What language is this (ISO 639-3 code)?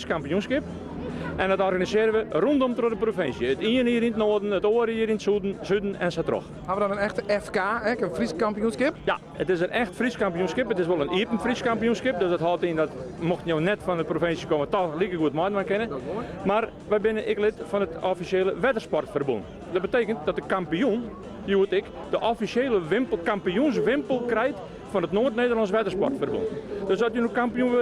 fry